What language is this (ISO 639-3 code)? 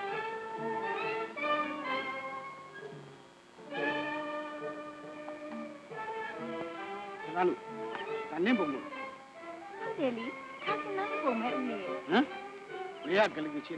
mya